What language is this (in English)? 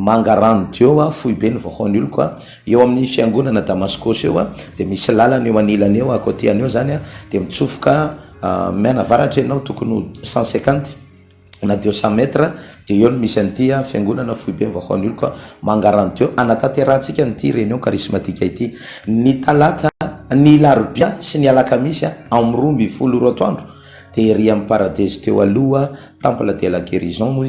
Malagasy